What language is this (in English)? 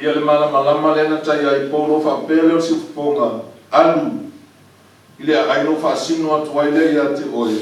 Samoan